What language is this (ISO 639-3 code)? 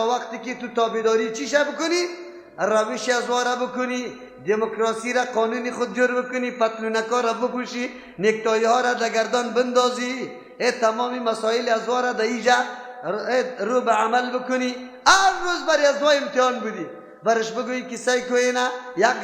fas